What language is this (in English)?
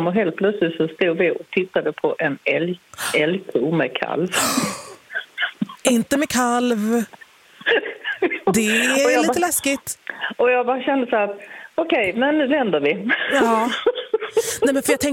Swedish